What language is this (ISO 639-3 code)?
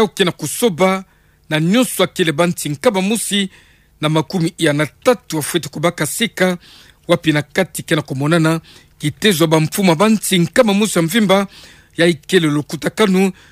ktu